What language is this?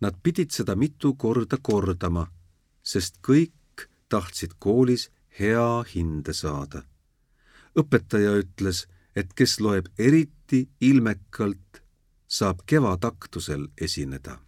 Estonian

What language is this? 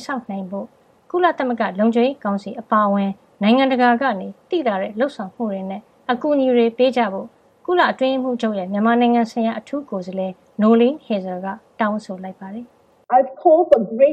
Burmese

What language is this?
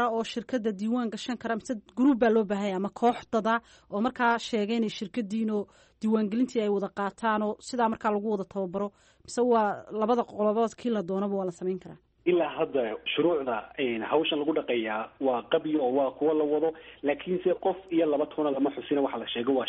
Somali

